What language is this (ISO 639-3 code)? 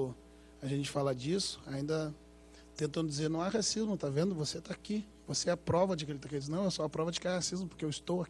por